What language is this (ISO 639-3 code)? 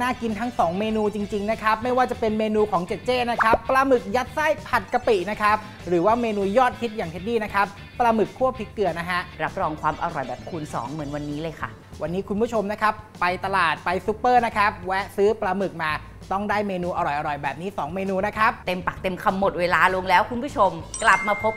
tha